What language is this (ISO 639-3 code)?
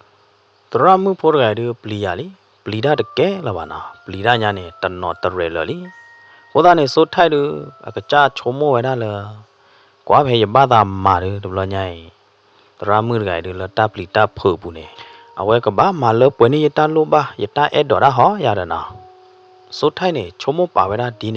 ksw